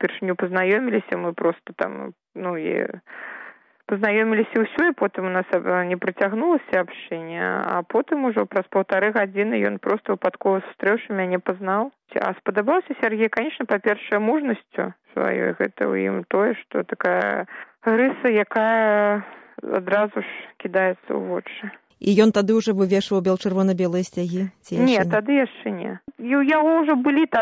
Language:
Belarusian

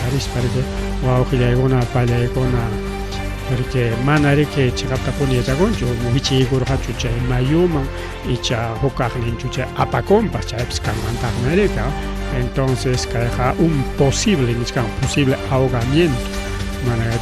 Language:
Ayacucho Quechua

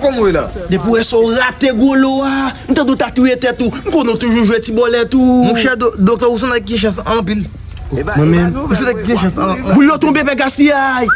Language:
Haitian Creole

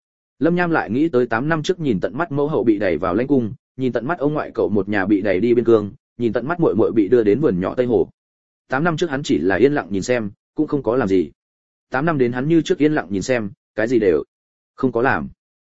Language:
Vietnamese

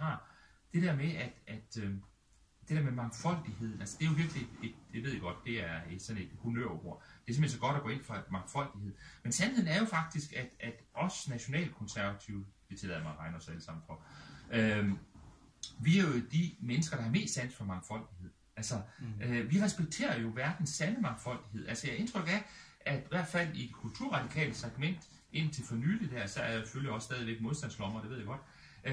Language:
Danish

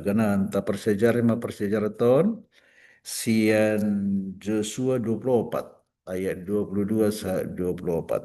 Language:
Batak Toba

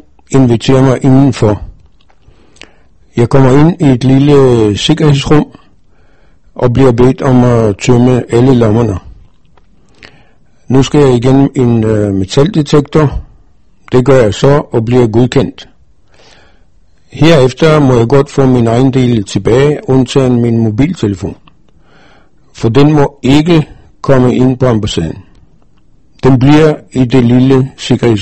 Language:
Danish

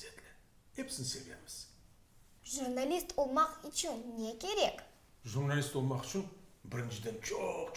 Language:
Crimean Tatar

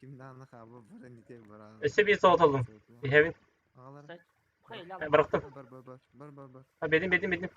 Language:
Yakut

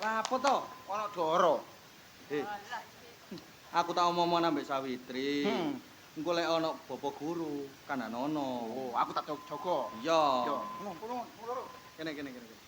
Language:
Javanese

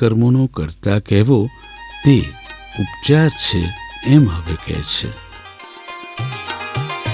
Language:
Gujarati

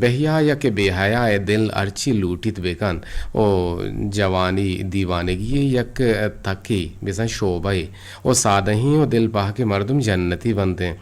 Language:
Eastern Balochi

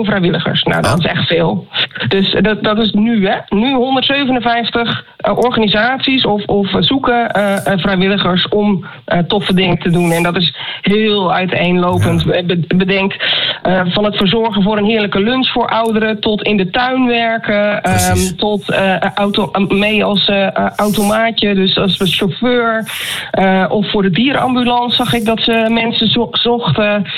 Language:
Dutch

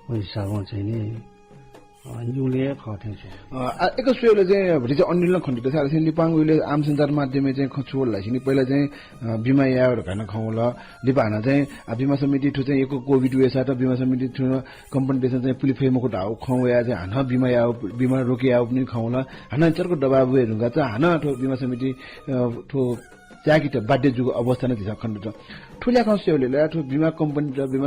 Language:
Newari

